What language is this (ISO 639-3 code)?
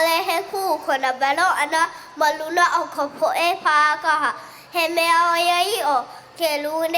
haw